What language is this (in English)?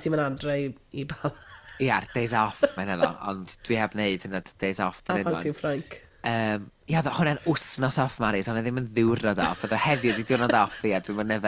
Welsh